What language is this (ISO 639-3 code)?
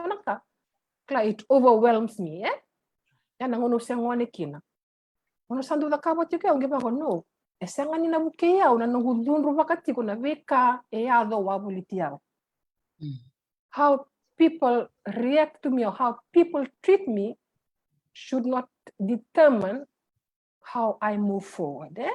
fij